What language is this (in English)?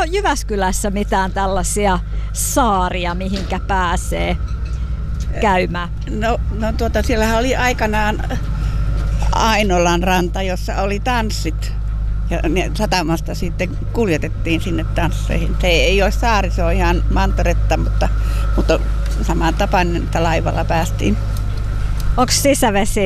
Finnish